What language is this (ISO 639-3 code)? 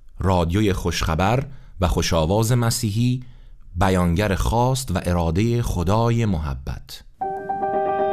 fas